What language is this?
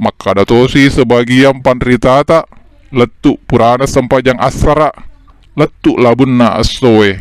Buginese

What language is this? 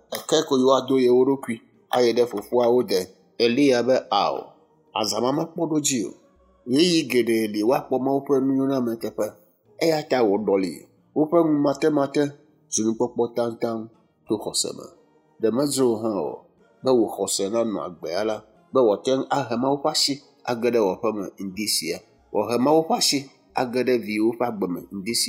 Ewe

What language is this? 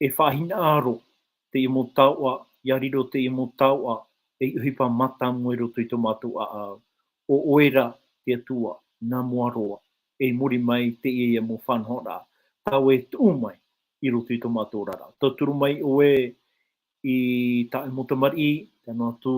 Tahitian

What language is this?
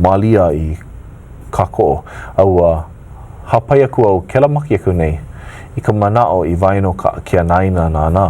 Hawaiian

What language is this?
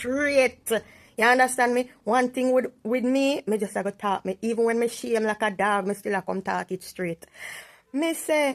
Jamaican Creole English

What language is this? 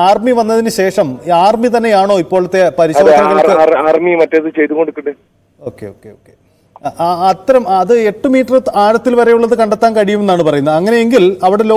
Malayalam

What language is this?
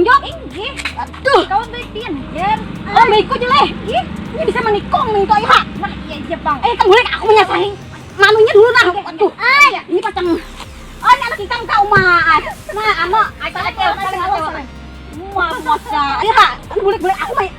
Banjar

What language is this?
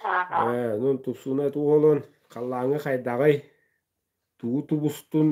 Yakut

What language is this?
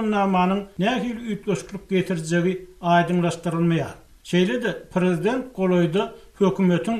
Turkmen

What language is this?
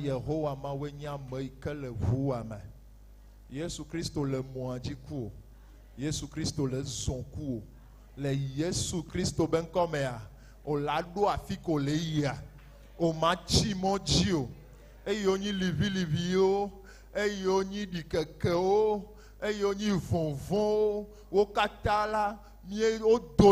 Ewe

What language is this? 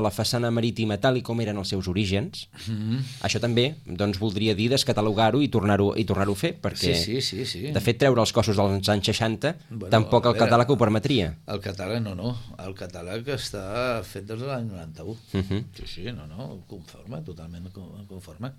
Catalan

